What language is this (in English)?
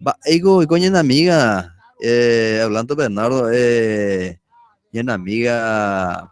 Guarani